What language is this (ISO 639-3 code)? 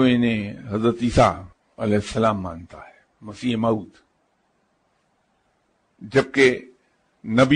urd